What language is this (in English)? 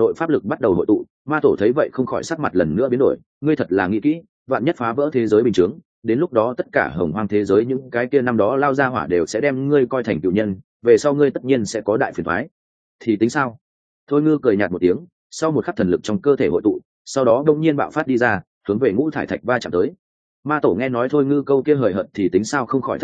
Vietnamese